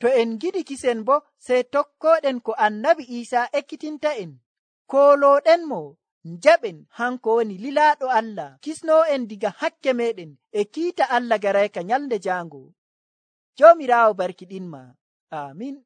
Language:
Nigerian Fulfulde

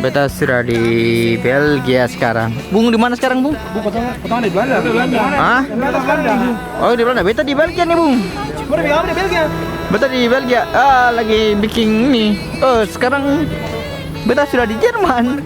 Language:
Ambonese Malay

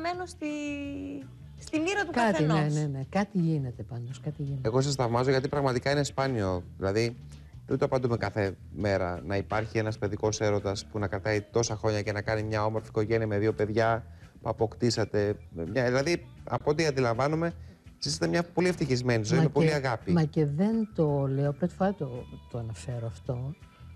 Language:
Greek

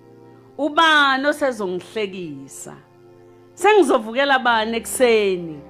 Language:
Zulu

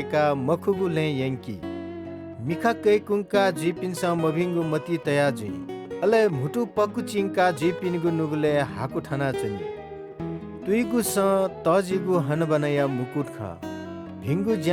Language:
Newari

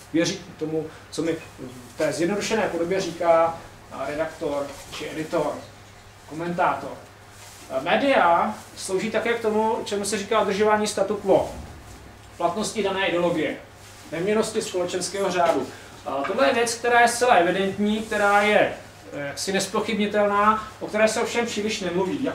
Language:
Czech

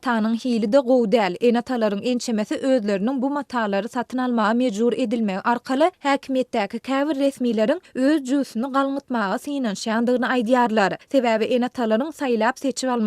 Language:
Turkmen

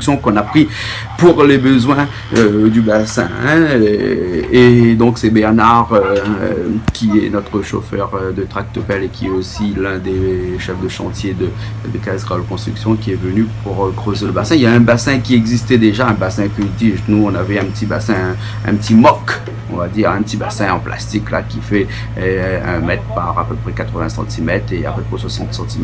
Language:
Réunion Creole French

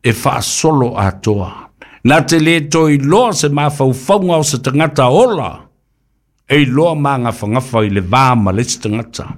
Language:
Samoan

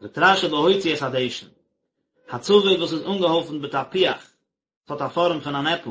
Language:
Yiddish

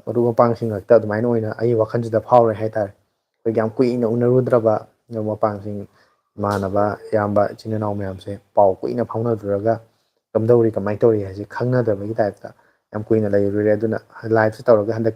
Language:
Manipuri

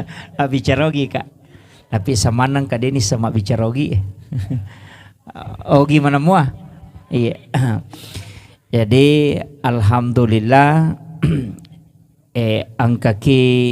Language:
Buginese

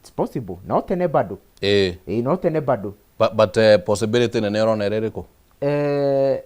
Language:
Kikuyu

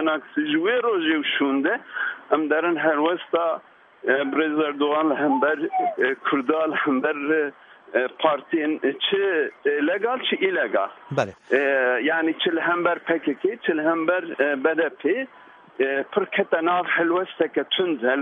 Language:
Kurdish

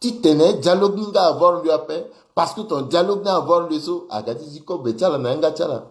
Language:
Sango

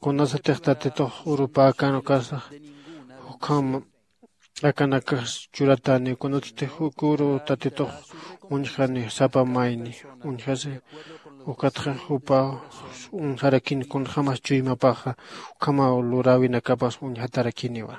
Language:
Aymara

